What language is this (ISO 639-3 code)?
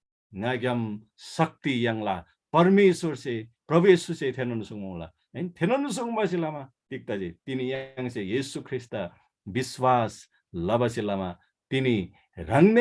taj